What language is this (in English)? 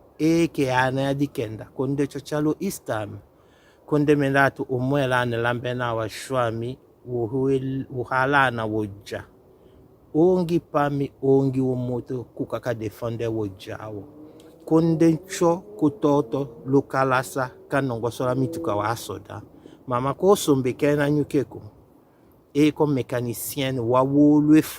Tetela